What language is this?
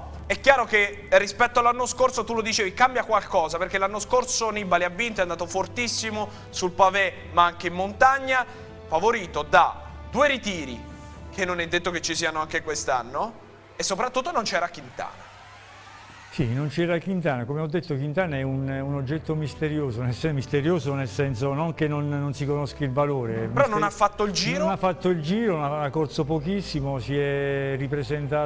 Italian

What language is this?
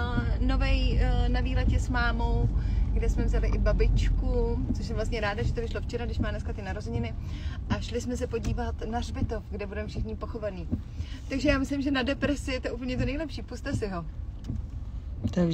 Czech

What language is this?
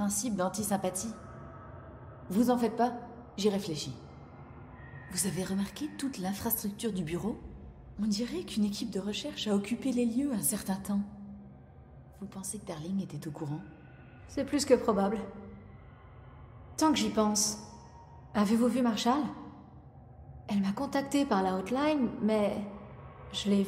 French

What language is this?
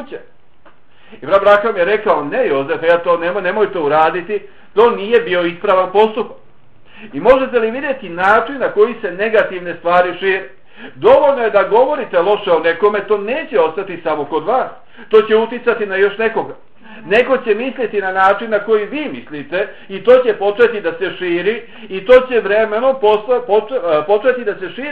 Bosnian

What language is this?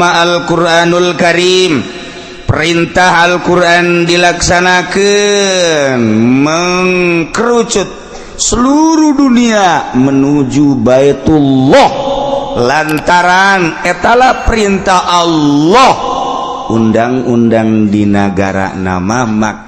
Sundanese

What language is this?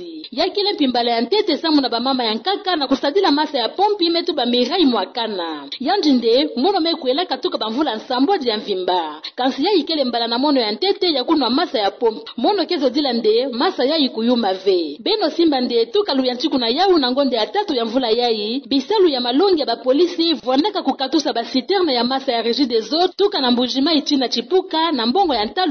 Kituba (Democratic Republic of Congo)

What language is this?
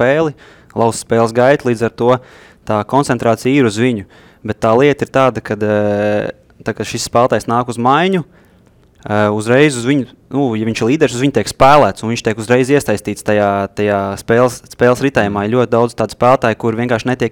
Latvian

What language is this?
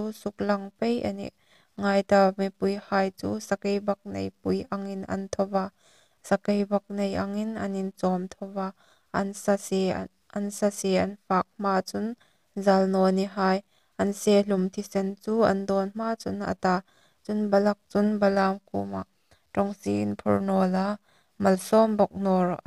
Hmar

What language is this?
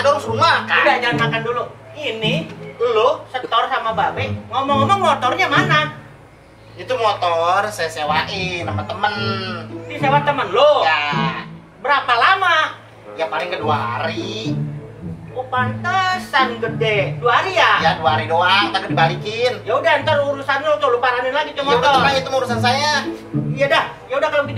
Betawi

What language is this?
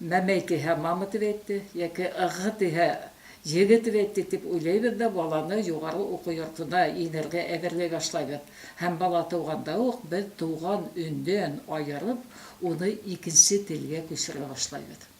Bashkir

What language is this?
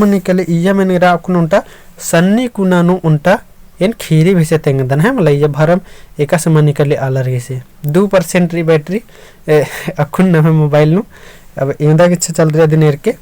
Kurukh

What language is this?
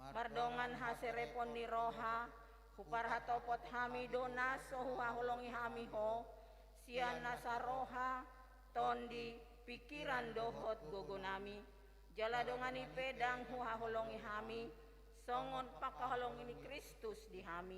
Batak Toba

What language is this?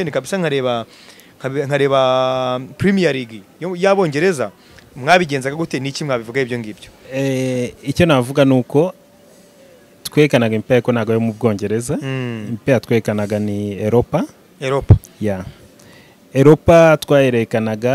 Kinyarwanda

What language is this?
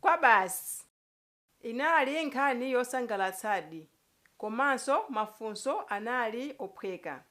Nyanja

